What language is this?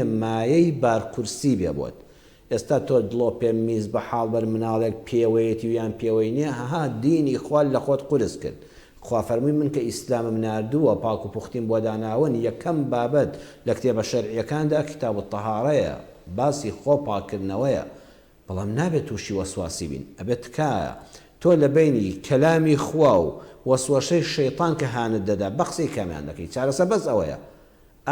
Central Kurdish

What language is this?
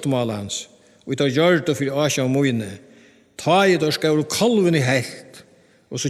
Faroese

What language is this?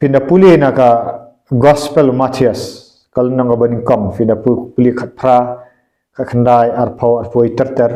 Khasi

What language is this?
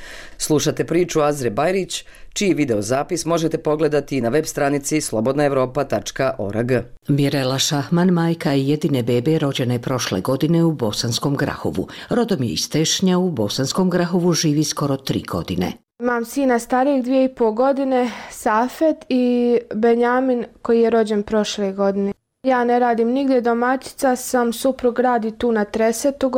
Bosnian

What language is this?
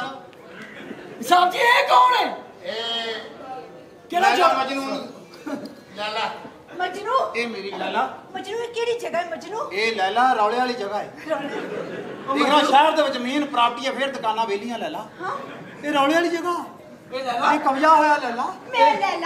Punjabi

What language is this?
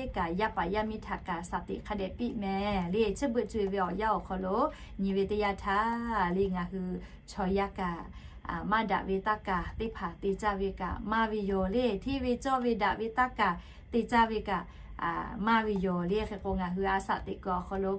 Lahu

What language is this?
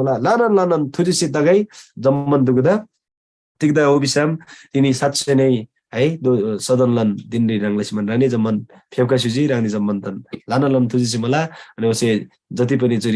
Eastern Tamang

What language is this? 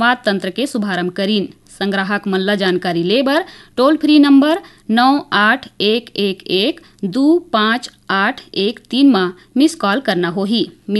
Chhattisgarhi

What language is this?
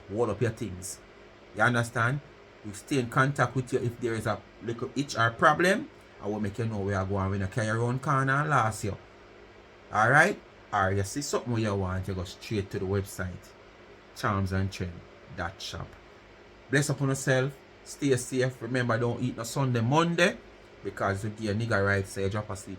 Jamaican Creole English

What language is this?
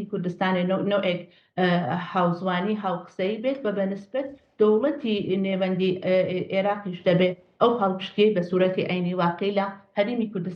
Central Kurdish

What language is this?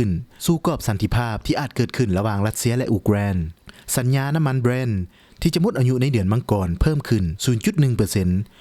Lao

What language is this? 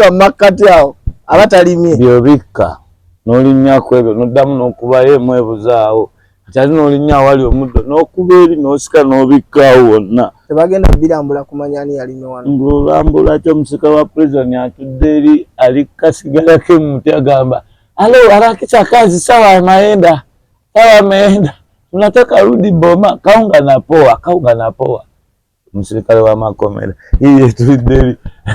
Ganda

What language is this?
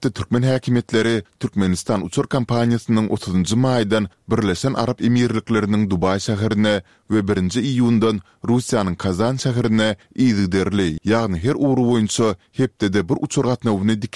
Turkmen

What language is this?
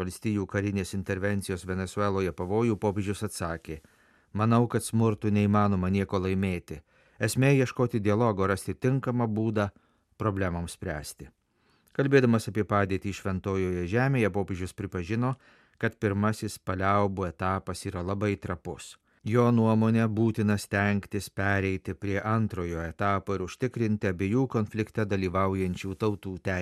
Lithuanian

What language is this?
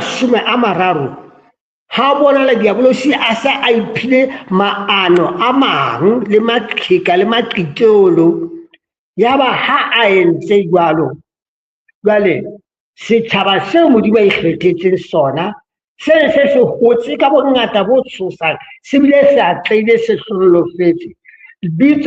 Southern Sotho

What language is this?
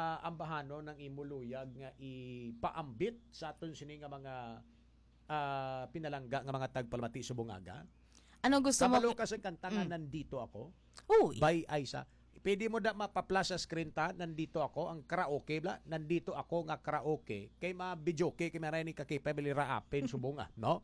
Hiligaynon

